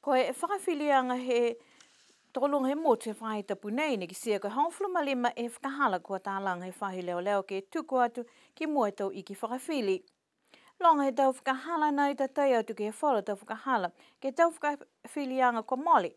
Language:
Niuean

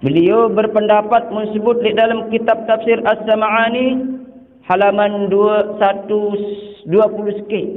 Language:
Sasak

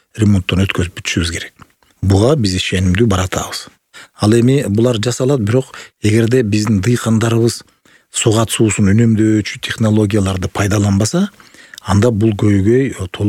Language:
Kyrgyz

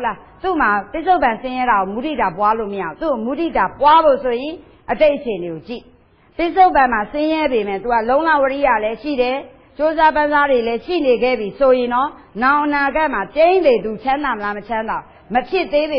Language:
Burmese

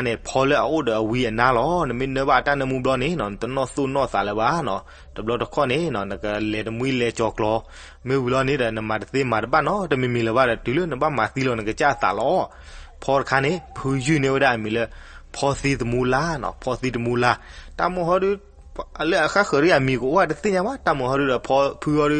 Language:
S'gaw Karen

